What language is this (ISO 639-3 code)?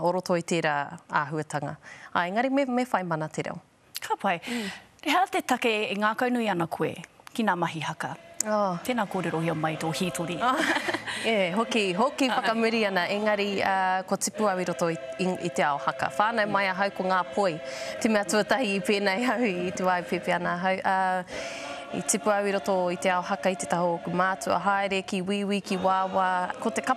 mri